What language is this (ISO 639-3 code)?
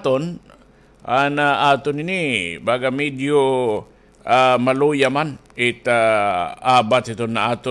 war